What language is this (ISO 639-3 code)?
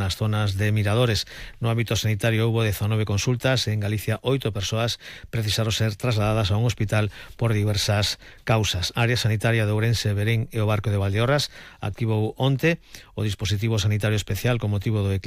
glg